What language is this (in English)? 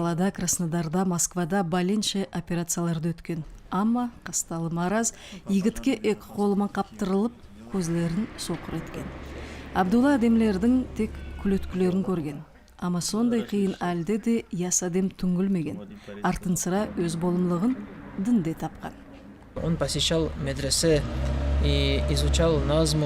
Nogai